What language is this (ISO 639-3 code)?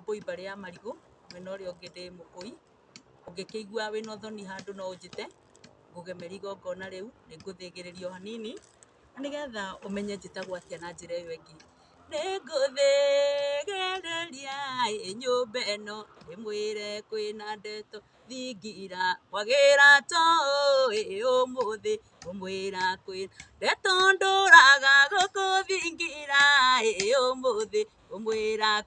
kik